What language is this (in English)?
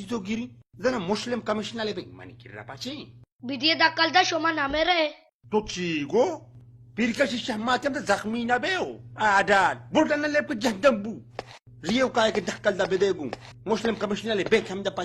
Baluchi